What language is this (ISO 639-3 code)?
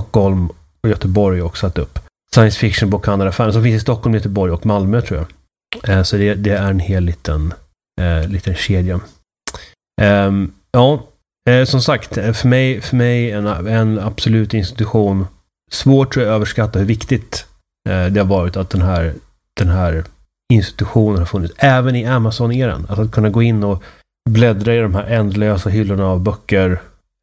swe